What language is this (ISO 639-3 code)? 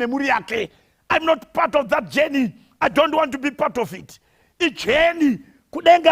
sna